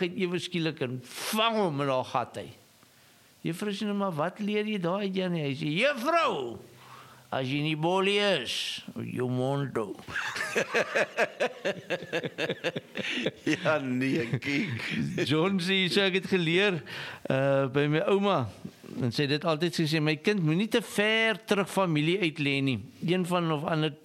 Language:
Afrikaans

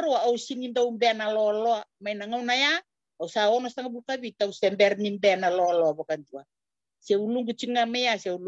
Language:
Fijian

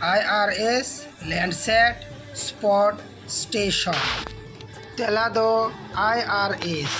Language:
Santali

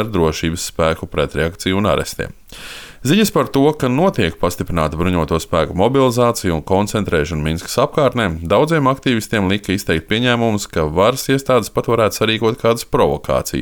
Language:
Latvian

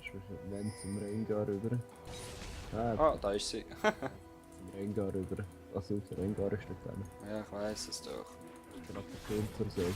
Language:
Swiss German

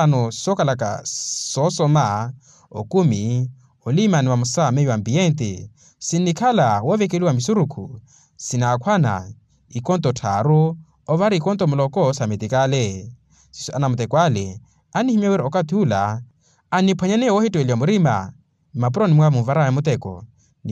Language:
Makhuwa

